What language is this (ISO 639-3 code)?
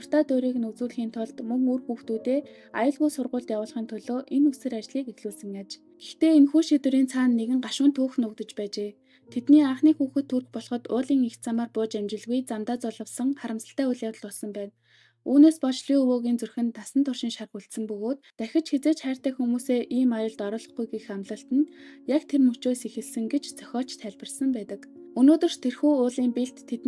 mon